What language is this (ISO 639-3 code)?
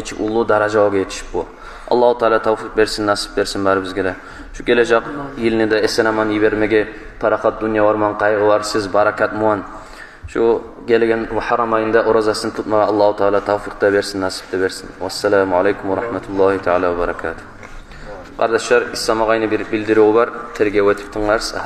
kum